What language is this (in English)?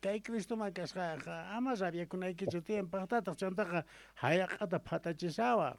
Quechua